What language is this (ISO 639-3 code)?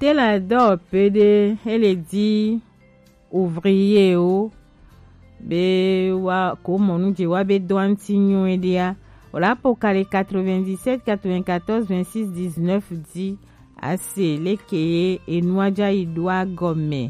gej